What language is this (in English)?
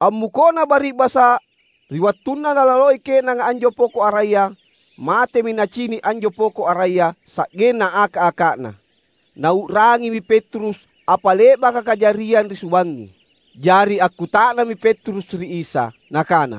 Makasar